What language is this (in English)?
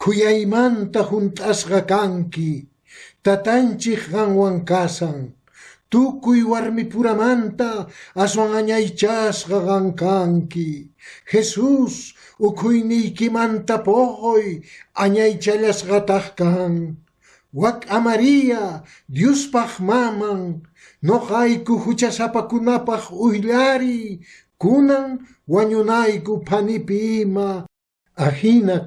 Quechua